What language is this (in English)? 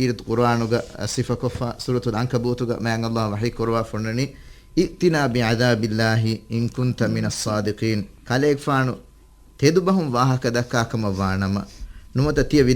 Divehi